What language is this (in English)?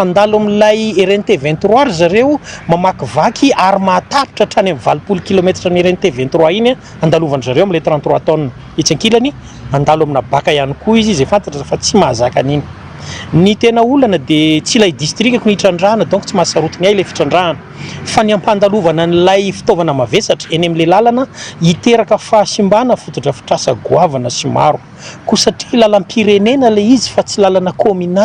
Malagasy